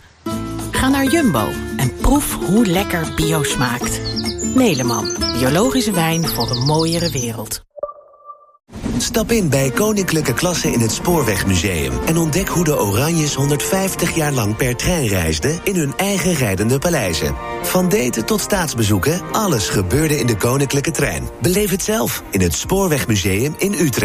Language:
Dutch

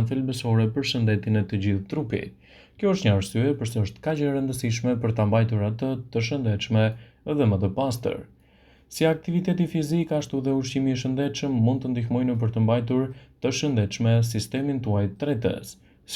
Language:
Albanian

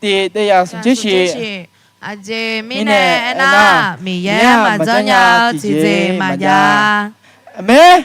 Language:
Akha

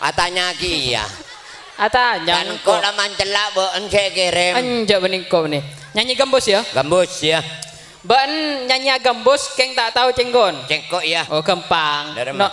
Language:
Madurese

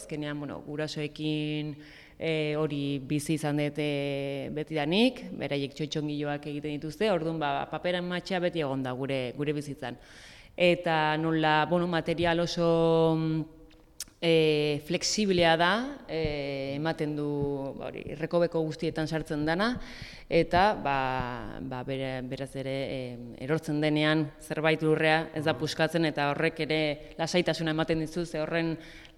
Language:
Basque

